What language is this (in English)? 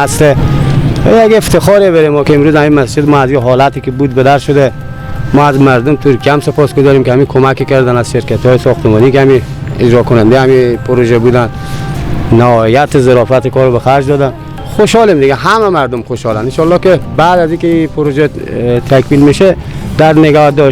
Persian